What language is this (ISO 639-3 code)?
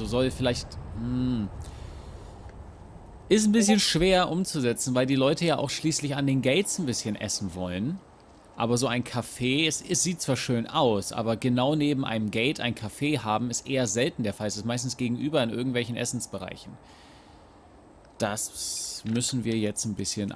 deu